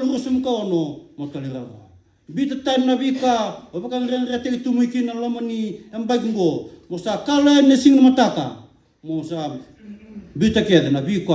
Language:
Fijian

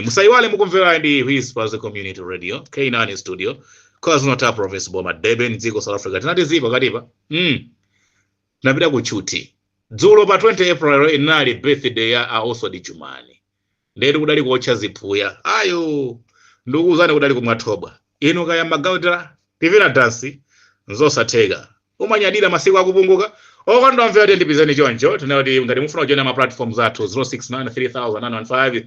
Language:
Nyanja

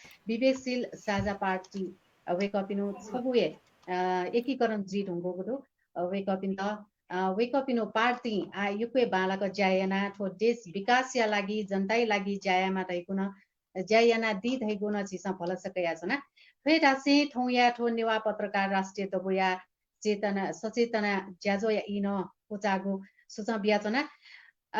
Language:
Newari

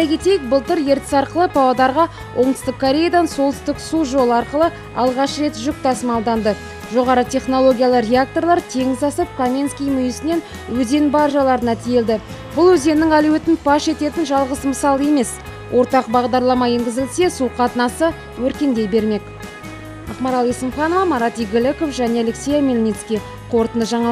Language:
Kazakh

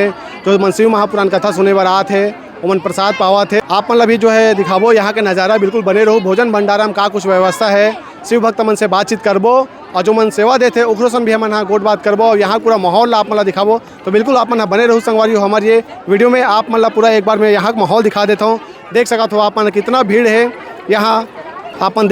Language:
Chhattisgarhi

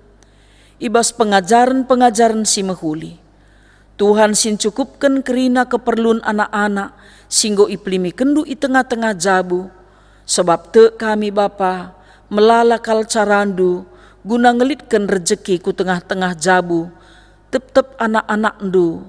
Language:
Batak Karo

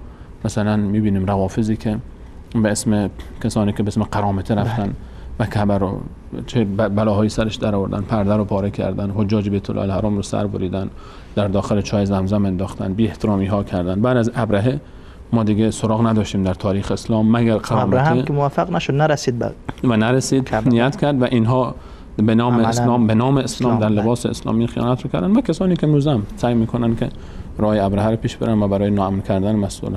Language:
Persian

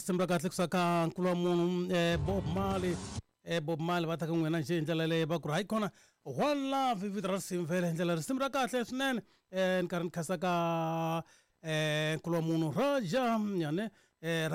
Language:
Tsonga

